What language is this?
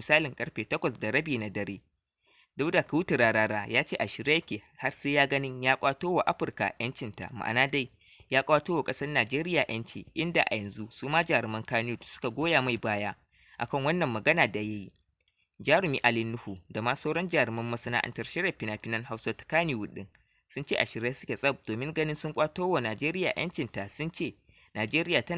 Hausa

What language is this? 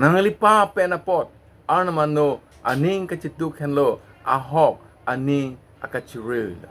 Karbi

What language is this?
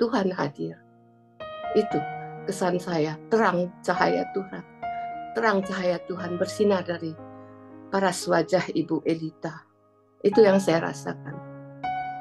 Indonesian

